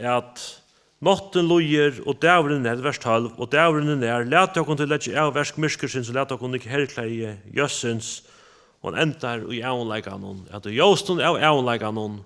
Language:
Faroese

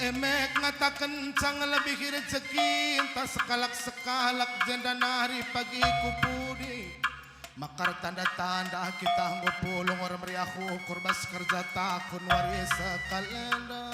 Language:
Batak Karo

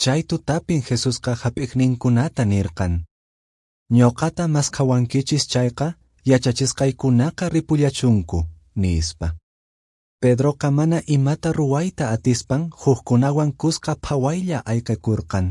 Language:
Quechua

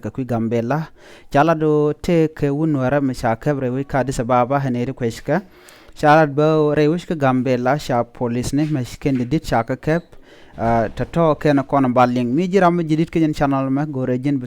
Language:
Nuer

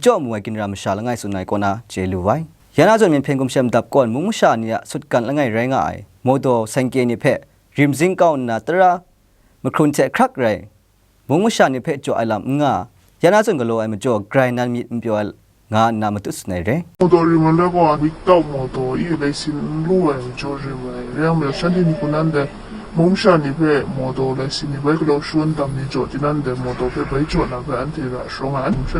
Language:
Kachin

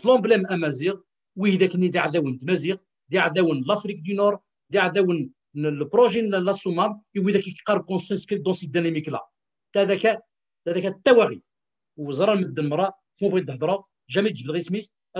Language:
Kabyle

